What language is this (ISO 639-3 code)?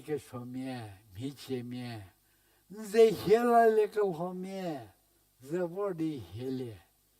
njm